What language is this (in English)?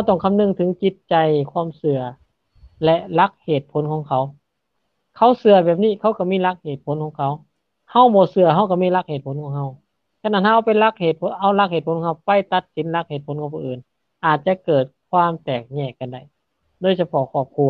Lao